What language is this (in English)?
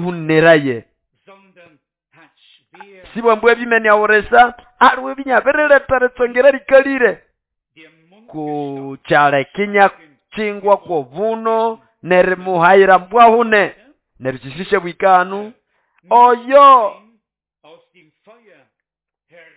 Nande